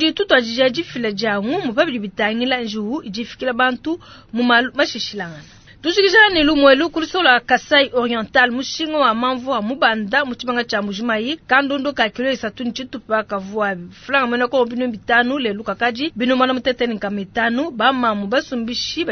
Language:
Luba-Lulua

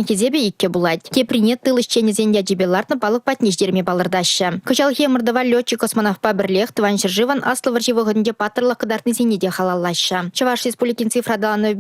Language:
Chuvash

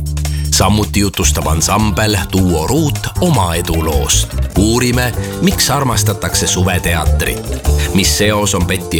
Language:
Estonian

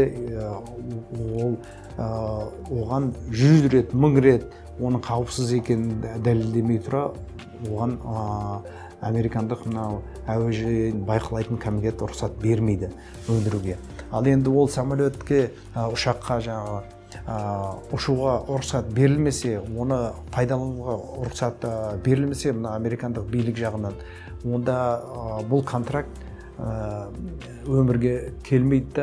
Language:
Kazakh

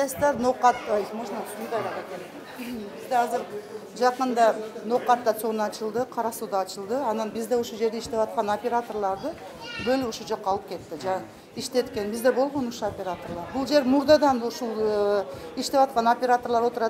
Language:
Kyrgyz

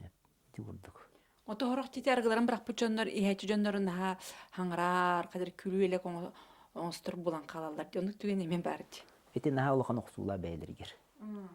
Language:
Yakut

